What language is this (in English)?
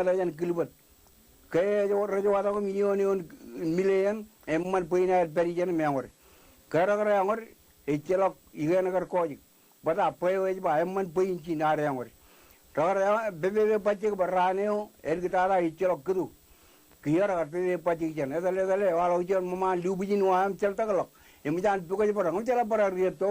Marshallese